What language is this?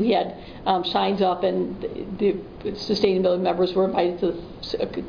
English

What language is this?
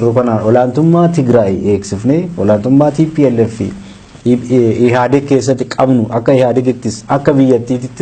Oromo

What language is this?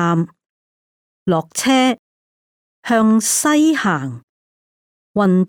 Cantonese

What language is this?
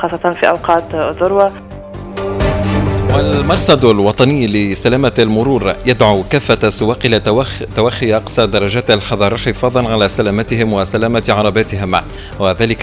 Arabic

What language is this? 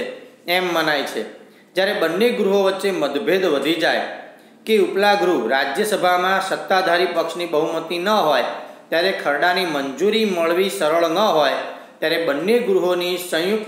Gujarati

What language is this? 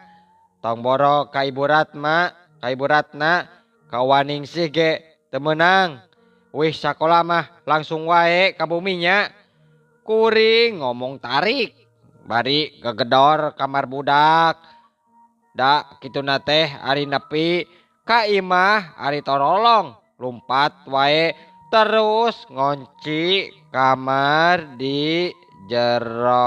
Sundanese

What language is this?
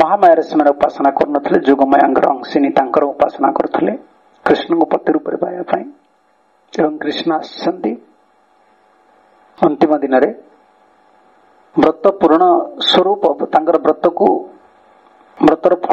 Odia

